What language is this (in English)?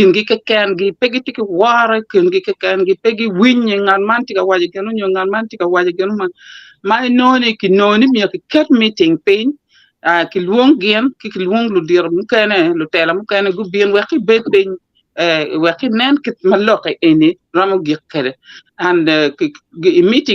Acoli